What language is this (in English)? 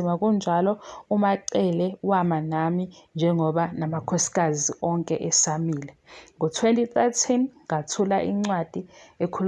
Zulu